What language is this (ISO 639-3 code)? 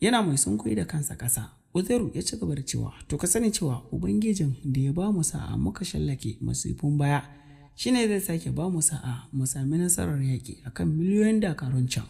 hau